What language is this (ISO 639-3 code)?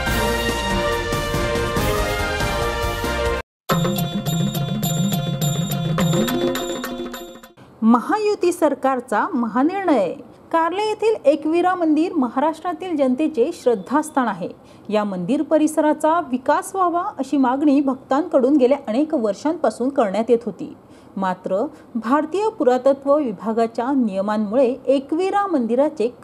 mar